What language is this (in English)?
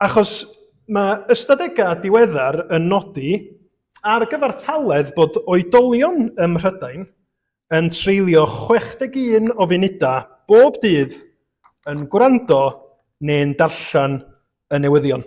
Welsh